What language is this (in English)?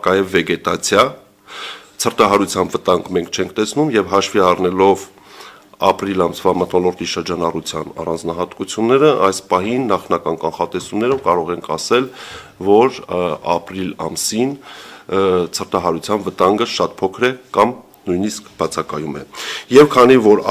Armenian